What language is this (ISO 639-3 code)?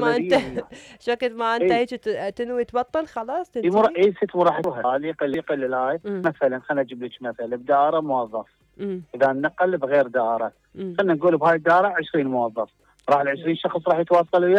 acm